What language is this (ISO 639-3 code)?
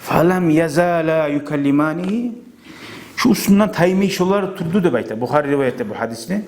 kum